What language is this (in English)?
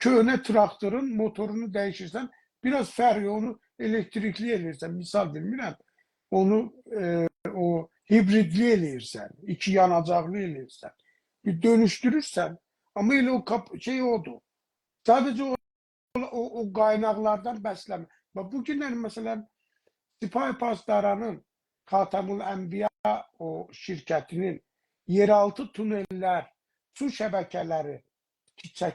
South Azerbaijani